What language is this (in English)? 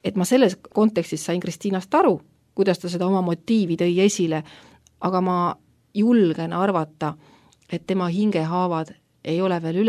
Estonian